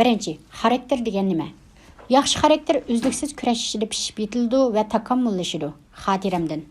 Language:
Uyghur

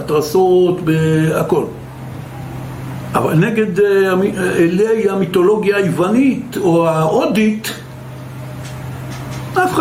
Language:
Hebrew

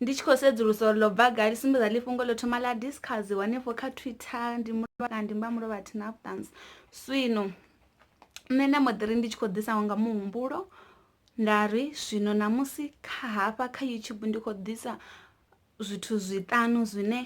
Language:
Venda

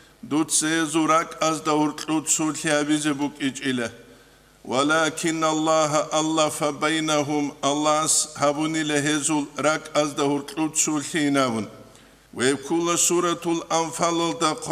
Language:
Avaric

